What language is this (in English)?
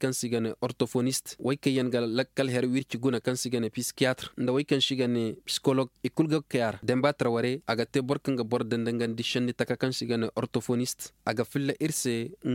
Koyraboro Senni